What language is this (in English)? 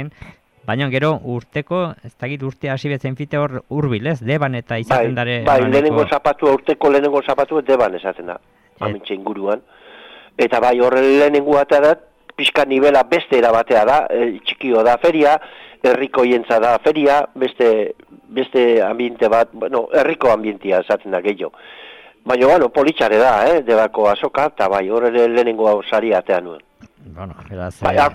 Basque